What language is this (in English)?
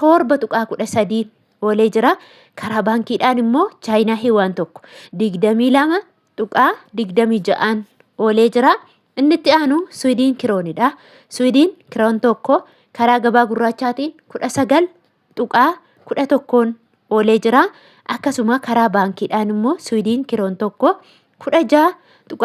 Oromo